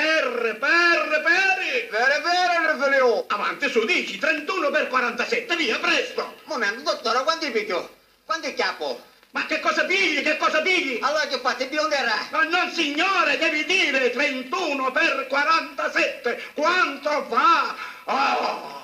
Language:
Sicilian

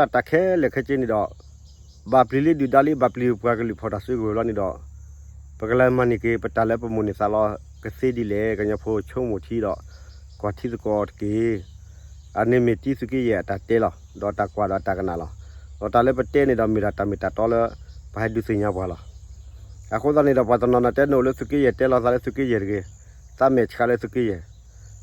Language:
S'gaw Karen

